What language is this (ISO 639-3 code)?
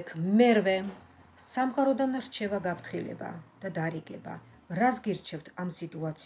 kat